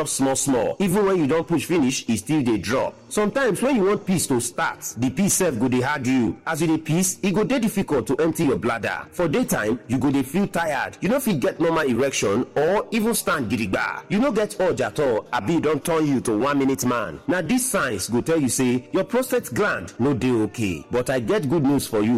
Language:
Nigerian Pidgin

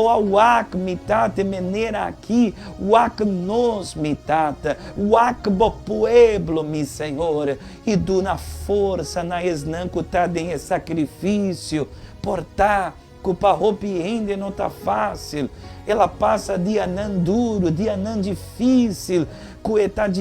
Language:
Papiamento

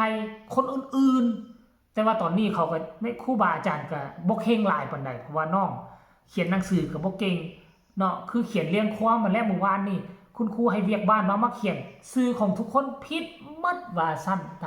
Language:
Lao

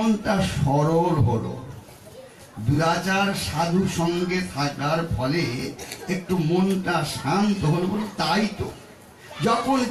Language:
Bangla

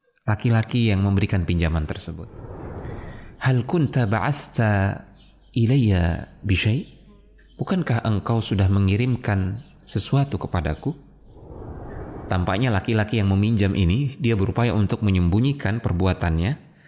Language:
Indonesian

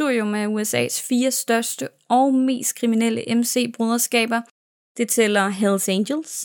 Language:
Danish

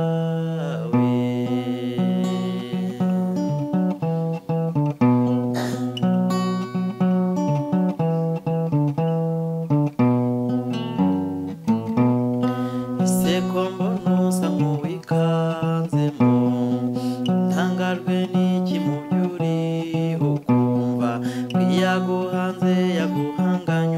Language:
Kinyarwanda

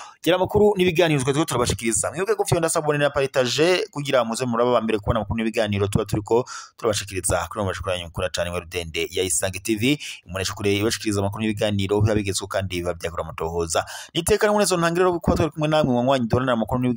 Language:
Rundi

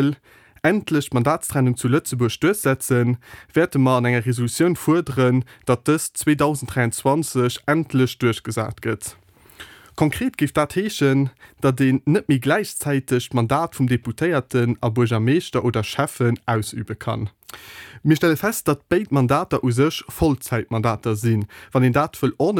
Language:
Luxembourgish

